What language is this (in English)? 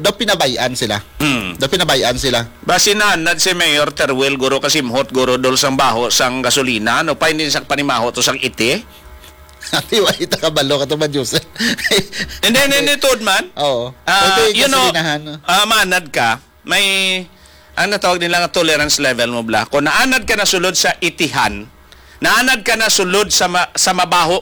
Hiligaynon